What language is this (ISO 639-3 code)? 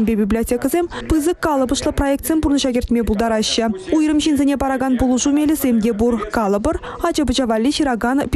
chv